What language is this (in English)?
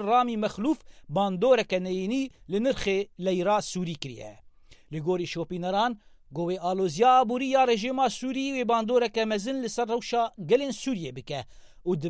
Kurdish